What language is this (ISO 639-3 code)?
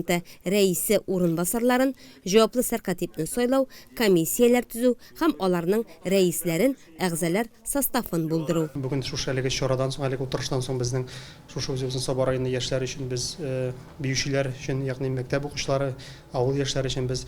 tat